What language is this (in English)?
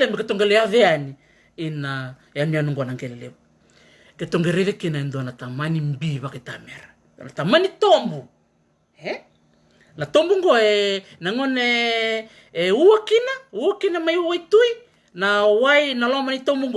Fijian